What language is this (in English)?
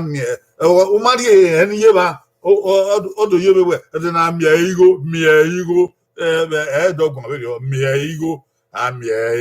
Bini